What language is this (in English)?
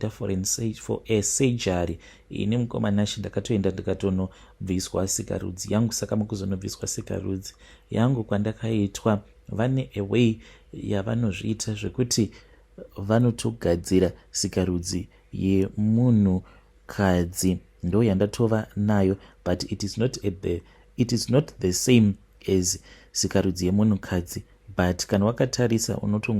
Shona